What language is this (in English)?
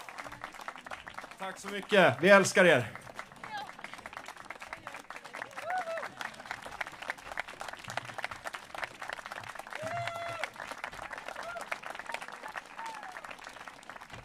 Swedish